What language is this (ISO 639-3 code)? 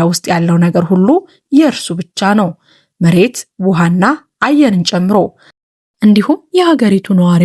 amh